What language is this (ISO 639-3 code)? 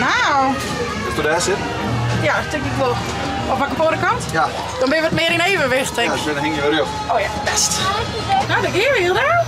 fry